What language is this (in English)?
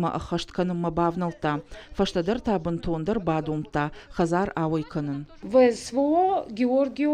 Ossetic